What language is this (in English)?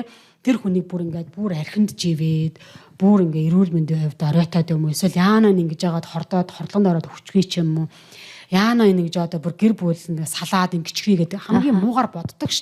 Mongolian